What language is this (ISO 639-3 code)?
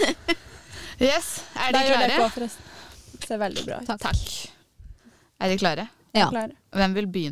nor